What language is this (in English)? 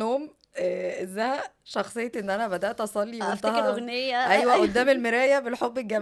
Egyptian Arabic